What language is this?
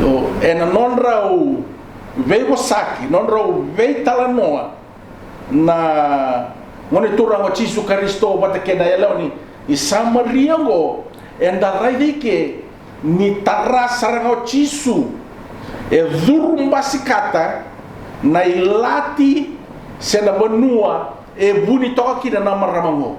Fijian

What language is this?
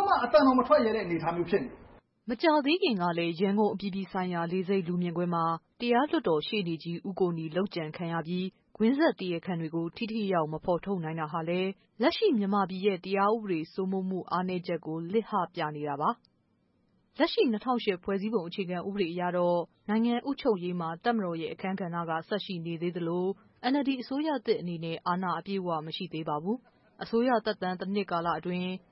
Burmese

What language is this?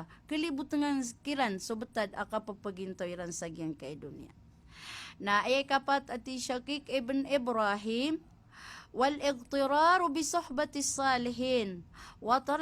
Maranao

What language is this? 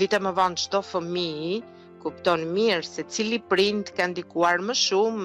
Albanian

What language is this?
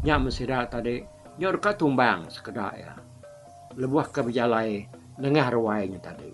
Iban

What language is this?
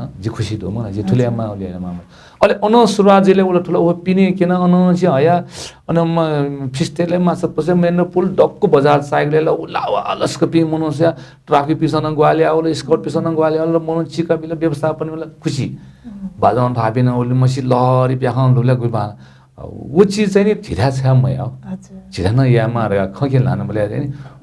Newari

